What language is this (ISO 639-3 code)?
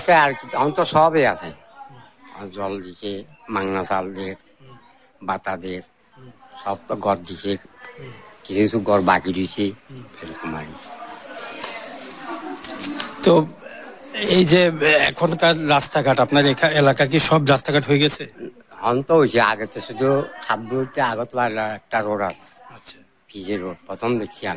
ben